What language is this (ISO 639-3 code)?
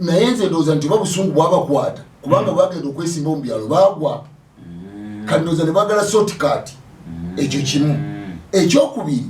lug